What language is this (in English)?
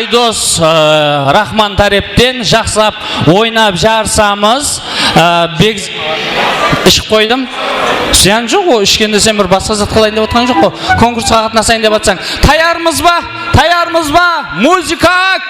Kara-Kalpak